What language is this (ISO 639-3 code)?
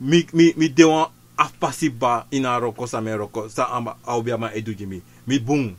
srn